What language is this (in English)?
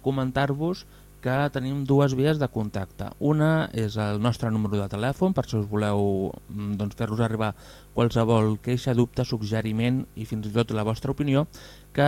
Catalan